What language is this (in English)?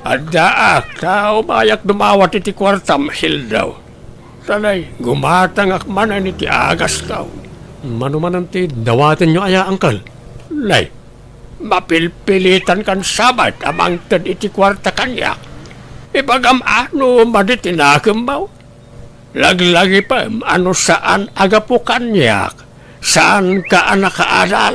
Iloko